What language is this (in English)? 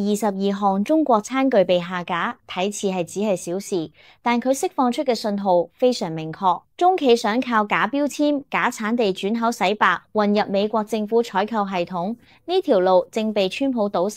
Cantonese